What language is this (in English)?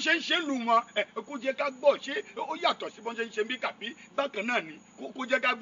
Yoruba